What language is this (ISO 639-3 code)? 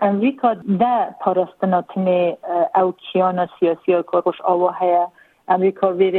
kur